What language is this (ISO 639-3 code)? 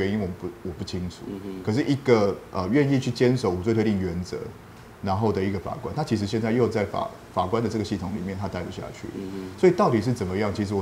zho